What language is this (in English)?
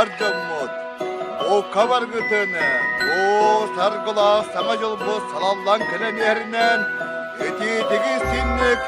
Yakut